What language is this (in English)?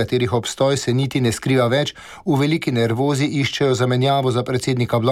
Slovenian